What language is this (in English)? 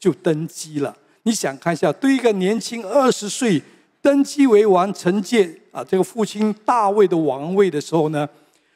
Chinese